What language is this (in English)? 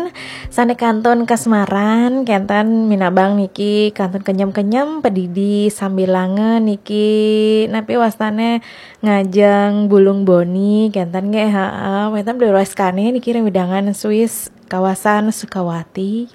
Balinese